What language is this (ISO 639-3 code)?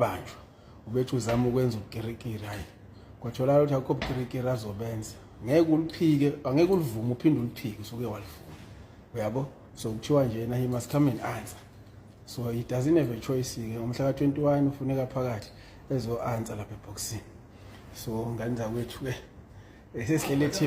zul